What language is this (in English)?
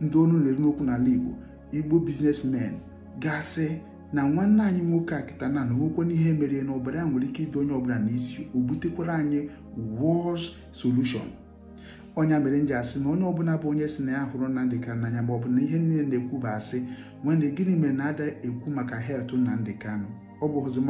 Igbo